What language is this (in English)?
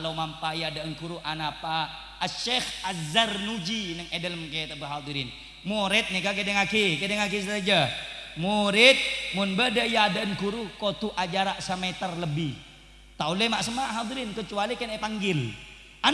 Madurese